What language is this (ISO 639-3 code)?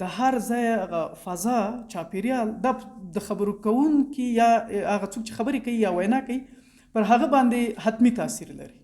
pus